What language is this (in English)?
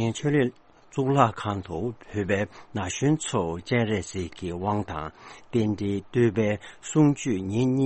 Tibetan